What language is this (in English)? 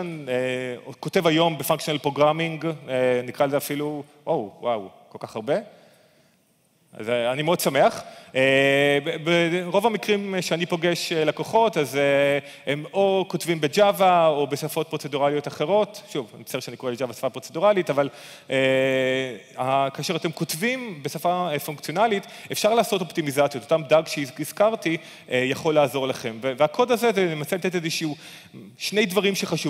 Hebrew